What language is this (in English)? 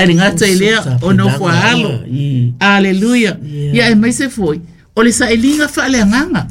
Samoan